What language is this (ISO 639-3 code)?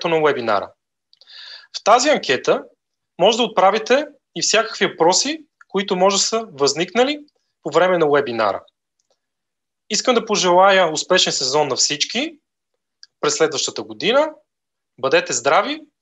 bul